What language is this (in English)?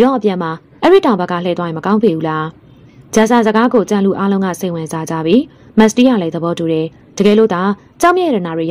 Burmese